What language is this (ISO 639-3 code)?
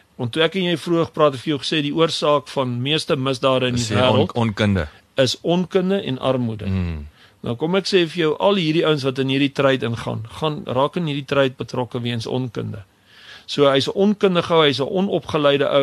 afr